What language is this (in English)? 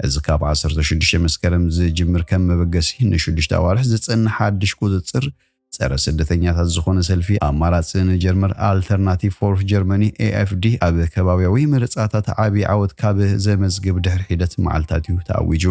Tigrinya